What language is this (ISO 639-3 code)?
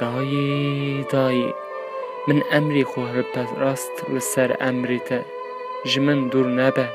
kur